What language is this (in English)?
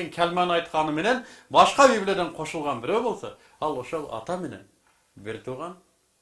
Kyrgyz